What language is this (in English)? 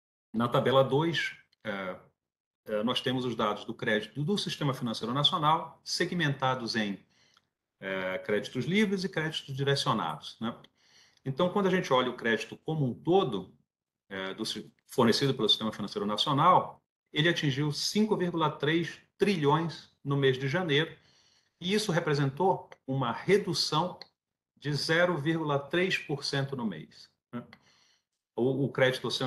Portuguese